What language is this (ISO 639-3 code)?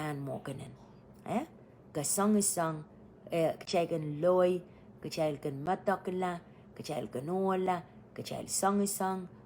pon